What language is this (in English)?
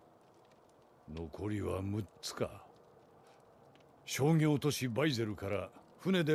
Japanese